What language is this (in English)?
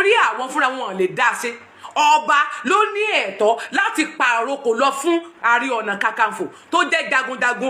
Yoruba